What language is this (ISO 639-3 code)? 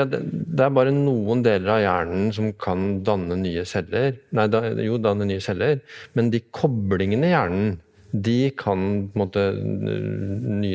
nor